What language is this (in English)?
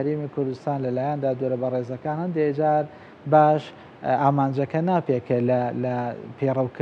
Central Kurdish